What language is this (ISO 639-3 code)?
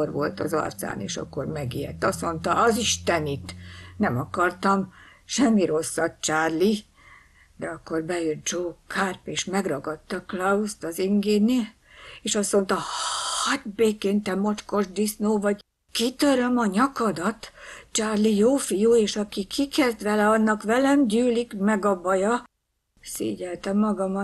hun